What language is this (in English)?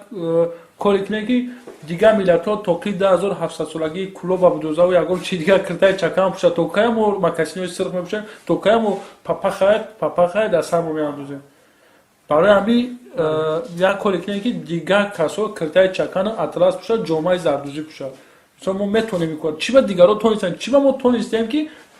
Tajik